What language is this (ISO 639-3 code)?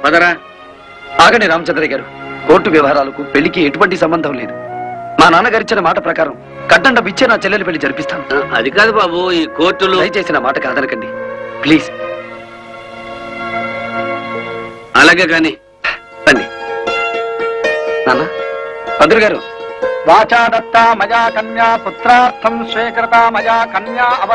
tel